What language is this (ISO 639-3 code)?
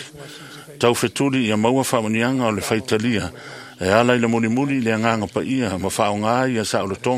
smo